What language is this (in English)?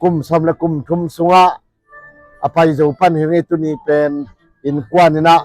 Tedim Chin